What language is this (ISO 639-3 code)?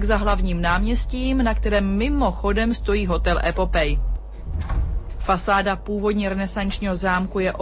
ces